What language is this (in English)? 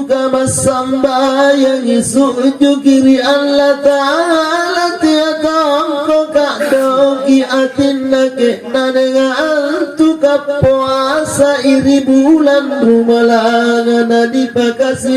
Makasar